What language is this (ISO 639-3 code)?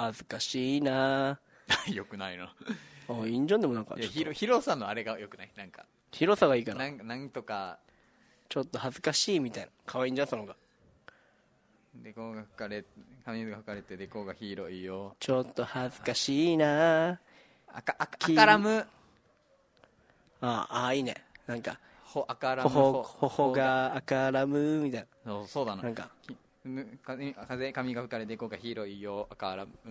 jpn